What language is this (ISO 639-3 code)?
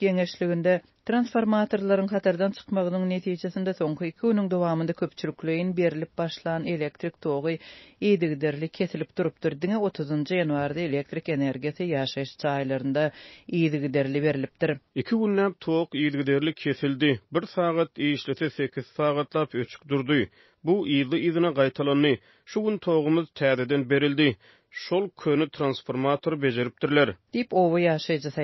tuk